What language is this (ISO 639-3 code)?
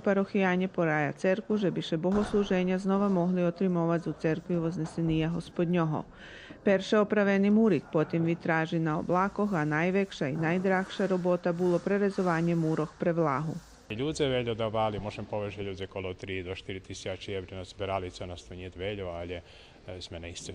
rue